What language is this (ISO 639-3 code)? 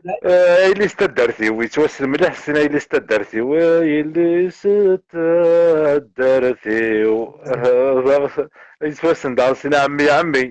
kab